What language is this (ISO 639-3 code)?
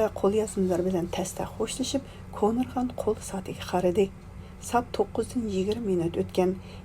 uig